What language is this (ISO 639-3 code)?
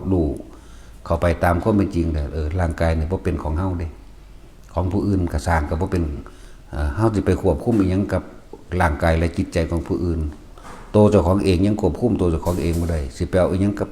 tts